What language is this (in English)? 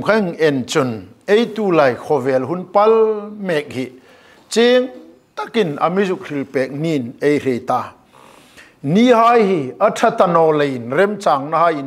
Hmar